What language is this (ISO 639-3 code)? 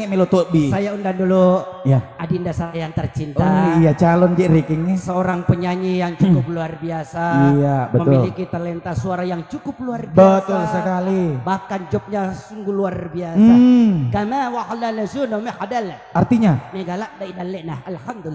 bug